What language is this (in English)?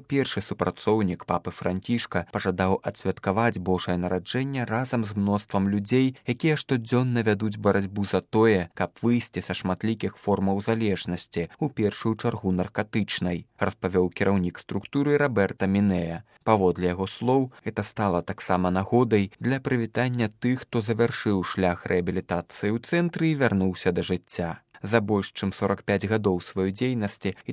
Belarusian